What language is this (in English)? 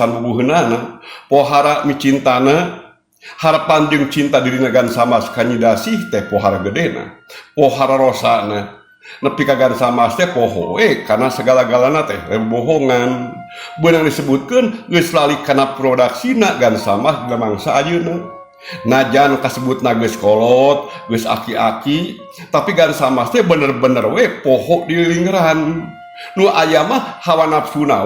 Sundanese